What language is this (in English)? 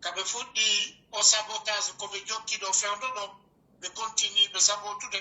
Pular